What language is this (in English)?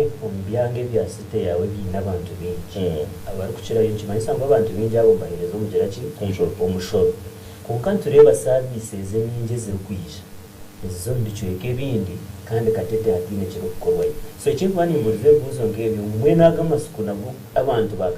Nyankole